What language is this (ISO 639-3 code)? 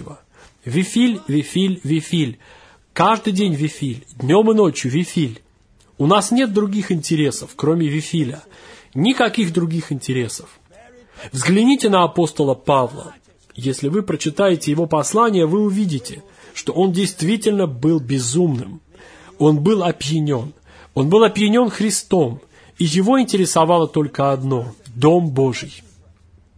rus